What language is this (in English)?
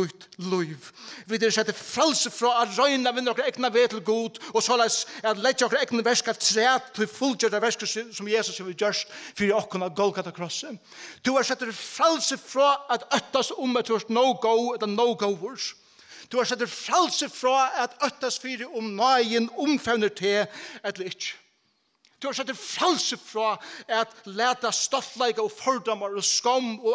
Faroese